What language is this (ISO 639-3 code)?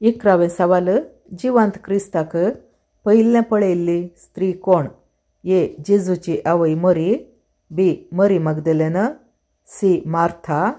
kok